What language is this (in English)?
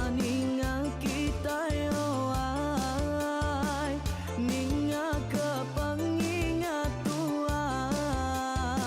Iban